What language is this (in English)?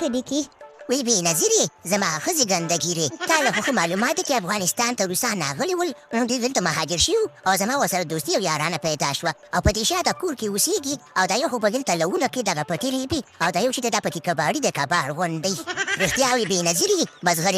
Pashto